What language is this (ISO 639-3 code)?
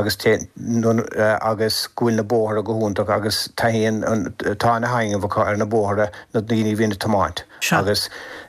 gle